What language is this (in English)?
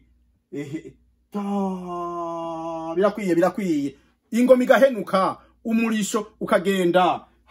Rundi